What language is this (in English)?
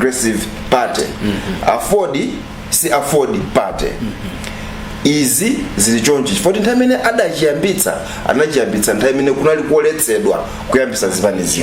Nyanja